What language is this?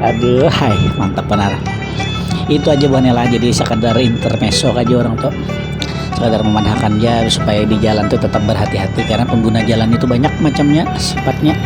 Banjar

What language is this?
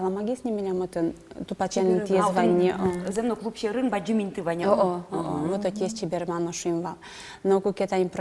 Udmurt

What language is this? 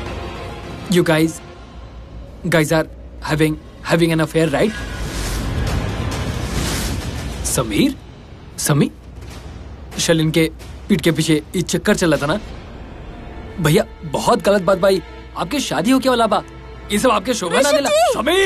Bhojpuri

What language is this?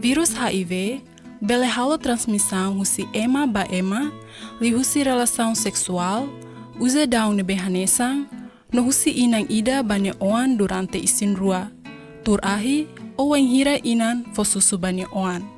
Tetum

